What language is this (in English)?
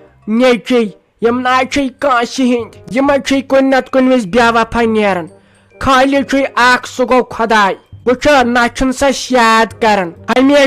Kashmiri